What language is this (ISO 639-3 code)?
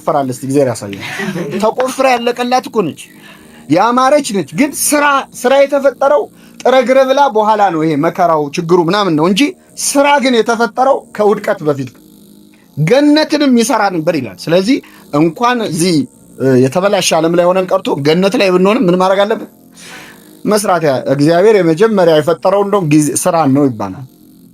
amh